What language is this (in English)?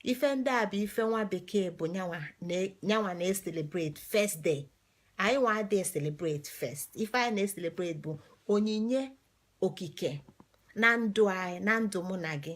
Igbo